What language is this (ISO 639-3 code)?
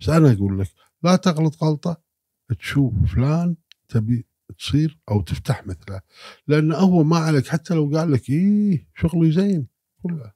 afb